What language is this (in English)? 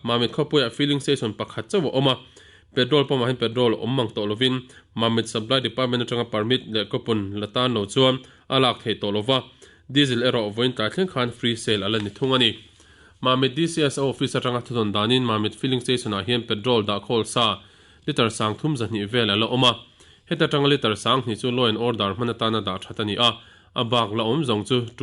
Mizo